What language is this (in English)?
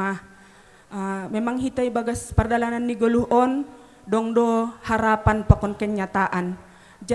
Batak Simalungun